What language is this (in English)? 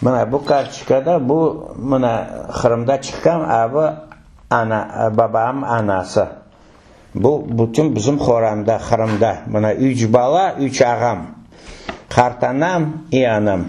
Crimean Tatar